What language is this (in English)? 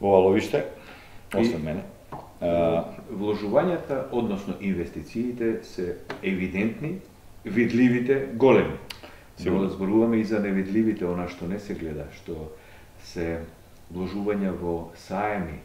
Macedonian